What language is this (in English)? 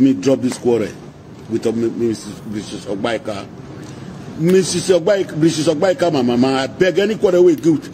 Nigerian Pidgin